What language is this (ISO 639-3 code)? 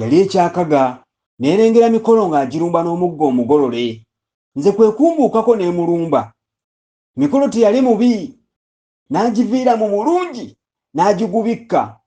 lug